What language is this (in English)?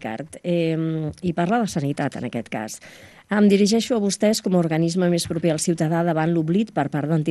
Catalan